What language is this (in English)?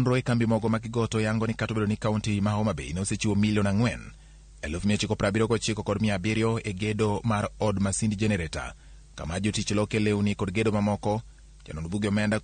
Luo (Kenya and Tanzania)